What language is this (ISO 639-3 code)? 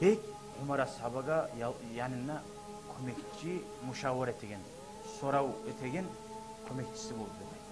kum